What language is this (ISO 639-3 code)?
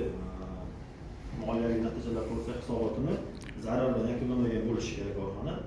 uzb